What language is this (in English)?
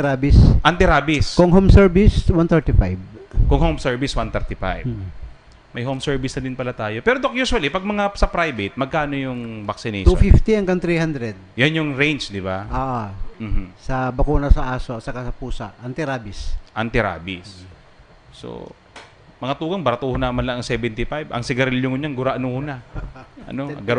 Bikol